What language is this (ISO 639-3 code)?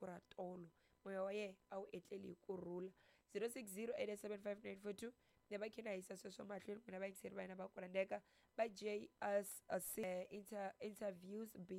tso